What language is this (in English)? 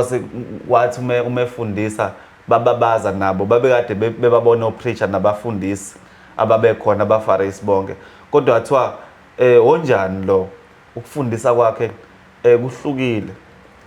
Zulu